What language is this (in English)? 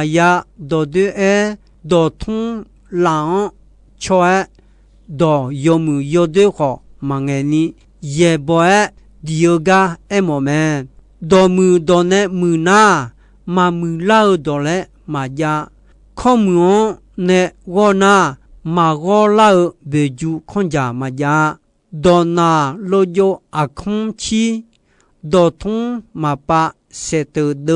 Akha